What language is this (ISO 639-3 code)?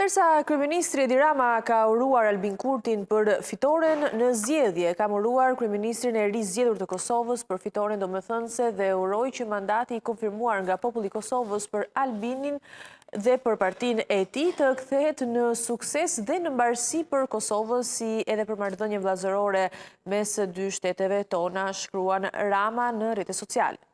sqi